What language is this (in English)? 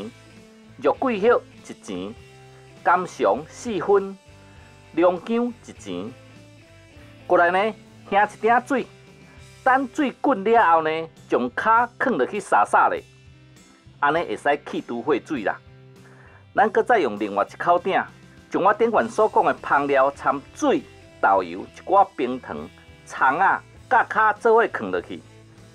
Min Nan Chinese